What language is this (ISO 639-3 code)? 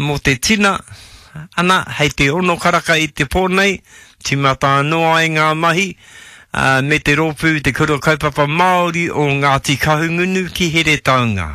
mri